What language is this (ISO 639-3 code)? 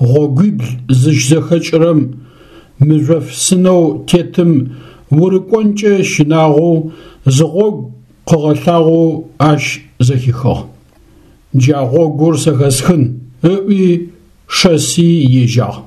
ady